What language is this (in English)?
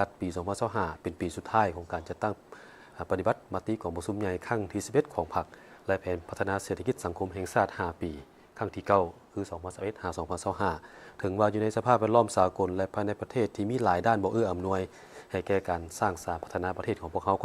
Lao